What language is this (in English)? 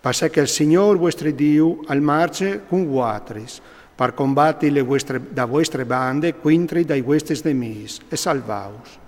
Friulian